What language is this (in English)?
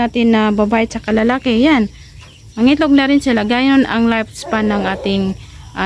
Filipino